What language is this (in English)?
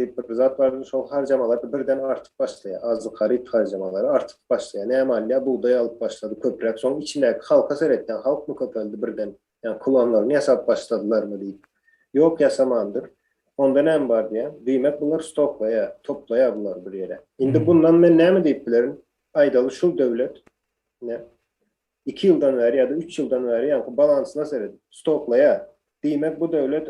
Turkmen